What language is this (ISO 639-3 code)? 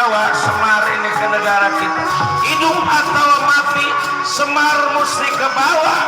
bew